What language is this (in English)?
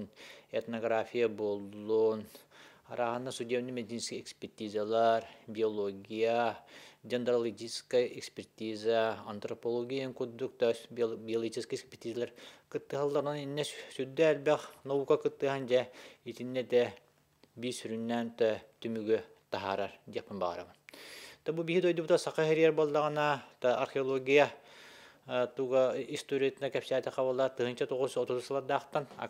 Yakut